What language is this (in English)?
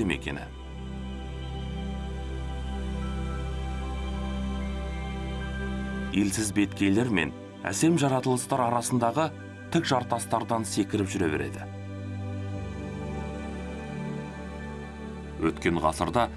Kazakh